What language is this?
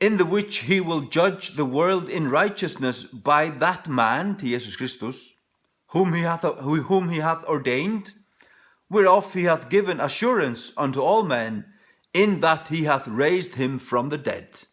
Faroese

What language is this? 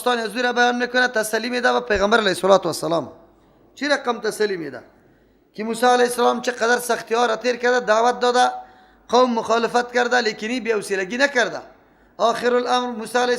Persian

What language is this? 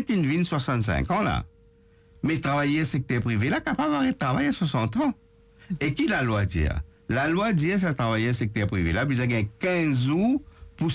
Morisyen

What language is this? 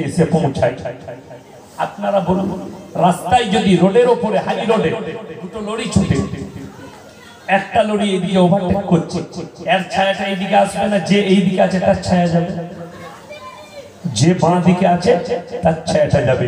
Bangla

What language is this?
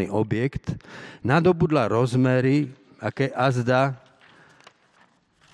Slovak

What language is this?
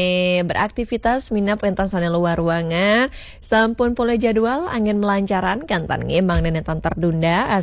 Balinese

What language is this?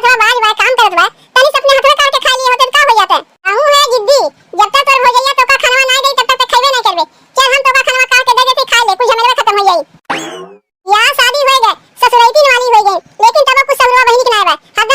Awadhi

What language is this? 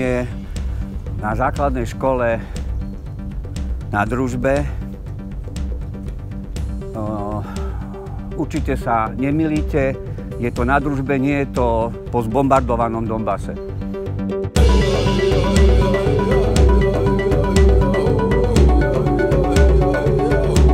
Slovak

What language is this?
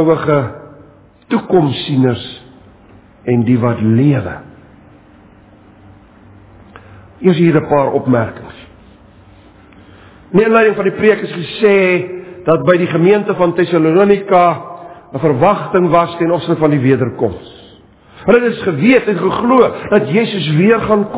Afrikaans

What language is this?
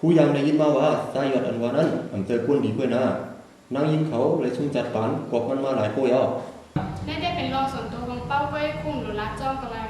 Shan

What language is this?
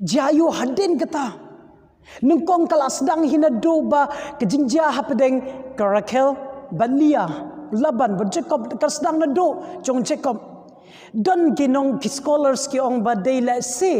Khasi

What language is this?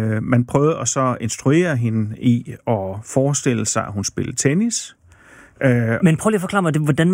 Danish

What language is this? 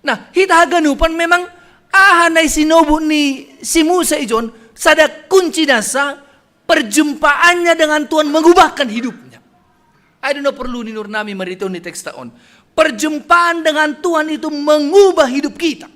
Batak Simalungun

